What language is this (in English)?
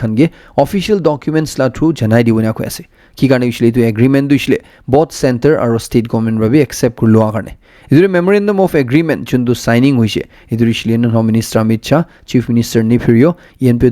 Naga Pidgin